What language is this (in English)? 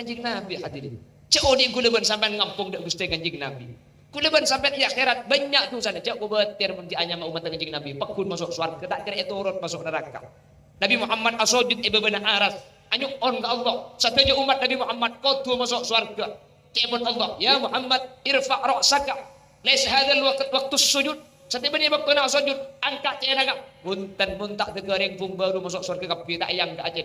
Madurese